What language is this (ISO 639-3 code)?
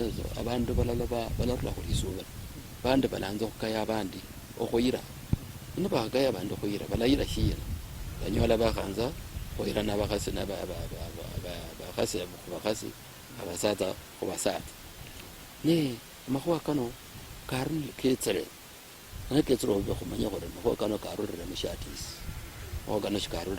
luy